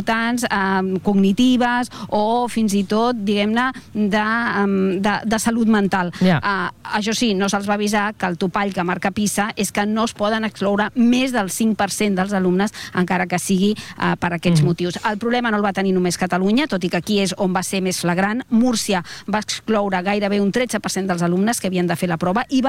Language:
Catalan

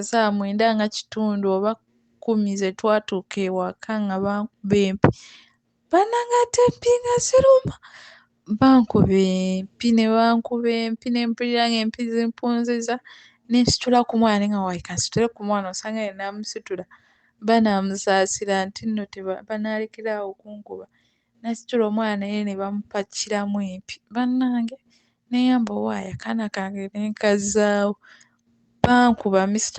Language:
Ganda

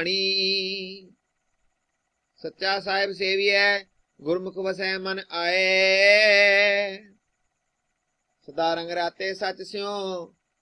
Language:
Punjabi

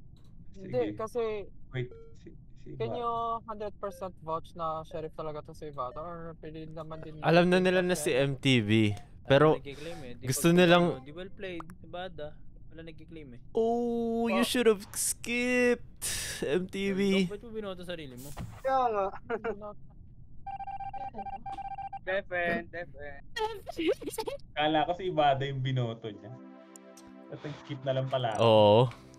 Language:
Filipino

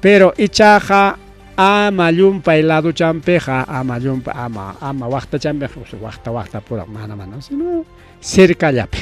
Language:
Ayacucho Quechua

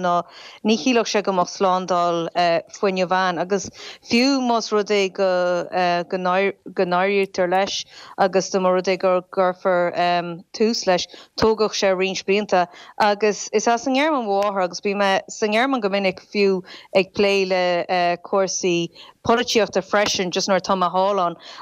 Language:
Irish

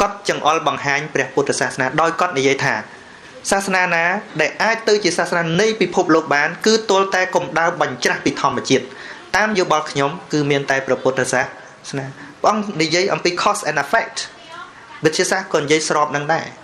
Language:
Khmer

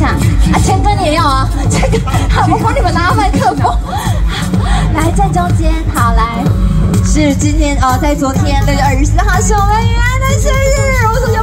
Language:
Chinese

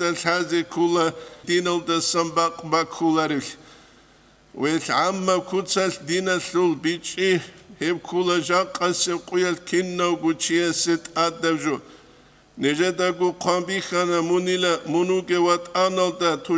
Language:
Avaric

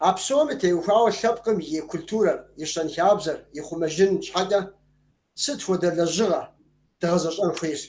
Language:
Kabardian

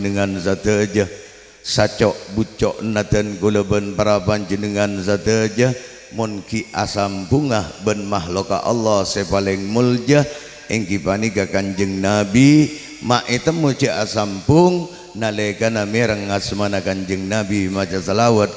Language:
Madurese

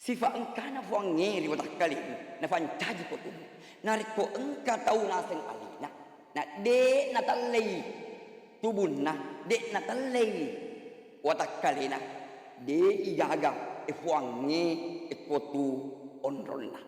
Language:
Buginese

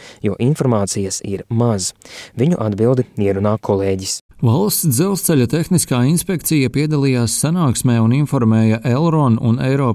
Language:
Latvian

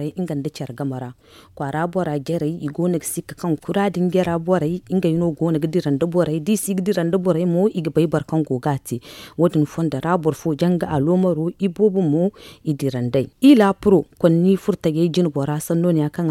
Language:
Zarma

